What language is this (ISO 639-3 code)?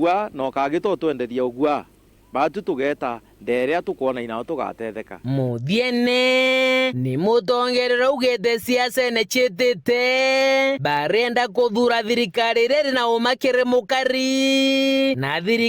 mer